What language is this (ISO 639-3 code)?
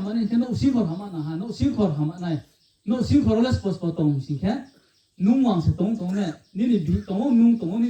ria